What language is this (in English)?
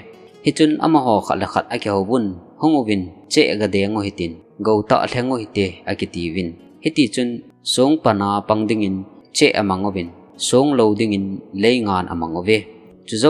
Thado Chin